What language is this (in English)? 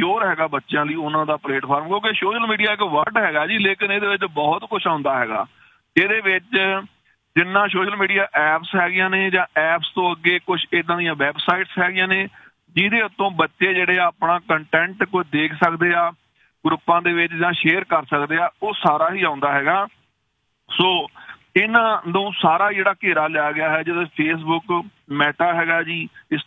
Punjabi